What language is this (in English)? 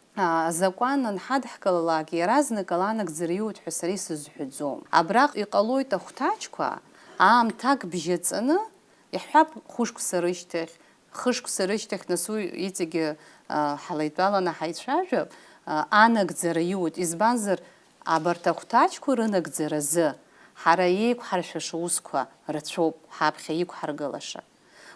Abkhazian